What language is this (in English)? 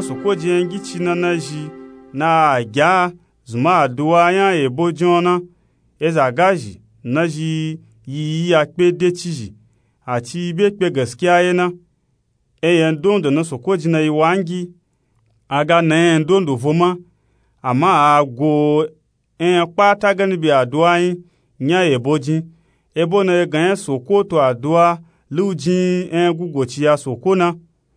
Nupe-Nupe-Tako